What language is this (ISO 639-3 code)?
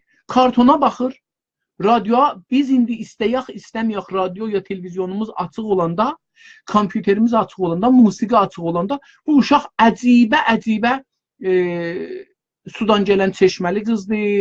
azb